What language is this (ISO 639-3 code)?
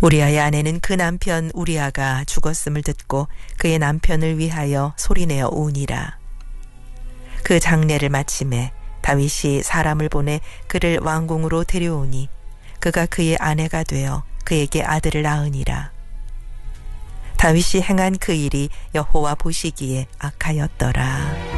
kor